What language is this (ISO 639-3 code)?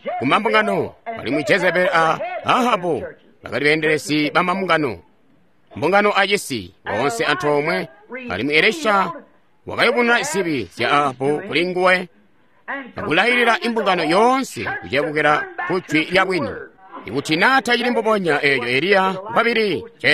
toi